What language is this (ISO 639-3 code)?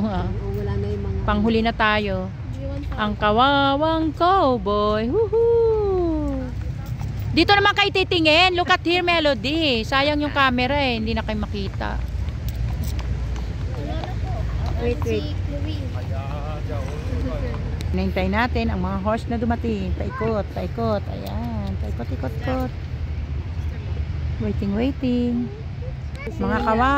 fil